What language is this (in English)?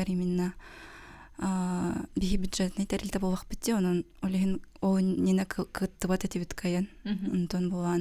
Yakut